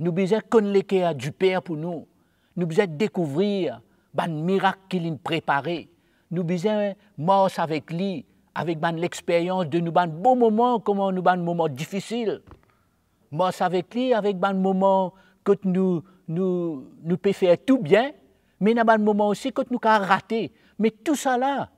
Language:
Morisyen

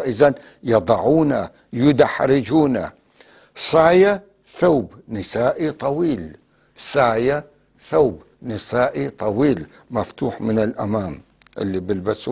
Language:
North Levantine Arabic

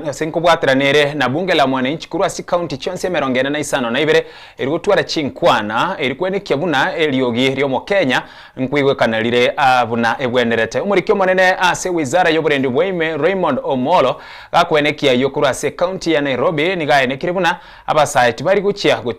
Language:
Gusii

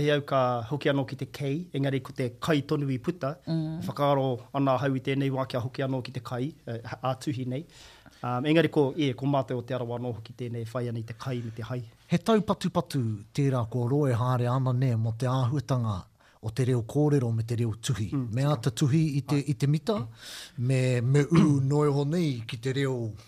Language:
Māori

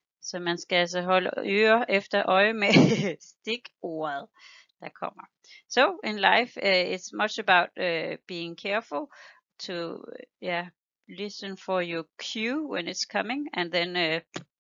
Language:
Danish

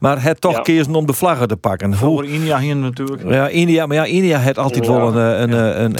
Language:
Western Frisian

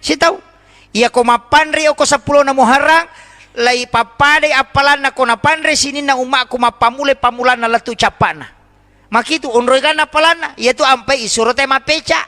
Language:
Buginese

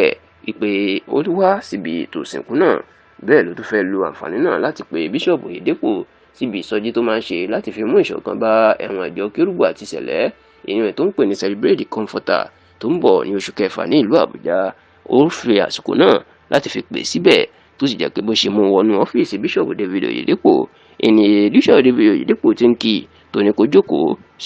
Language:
Yoruba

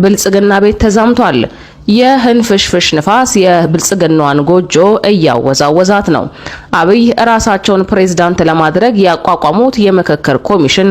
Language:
Amharic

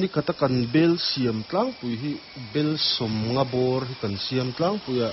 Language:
Mizo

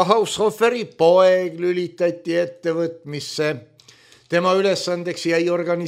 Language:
Estonian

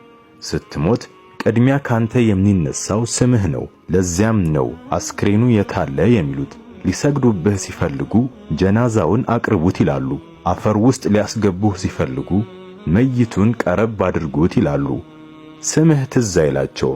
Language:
Amharic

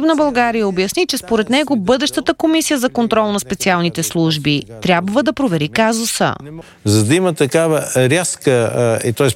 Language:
Bulgarian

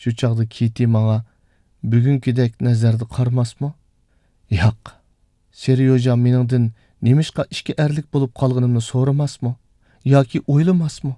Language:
Uyghur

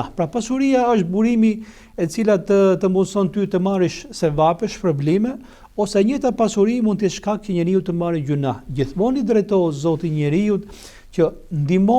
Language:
Albanian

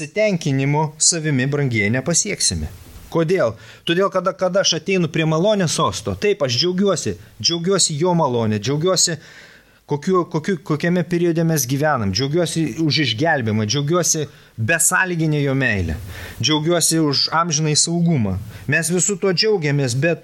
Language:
Lithuanian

